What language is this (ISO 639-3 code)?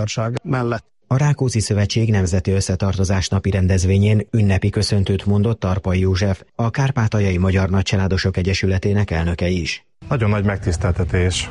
hun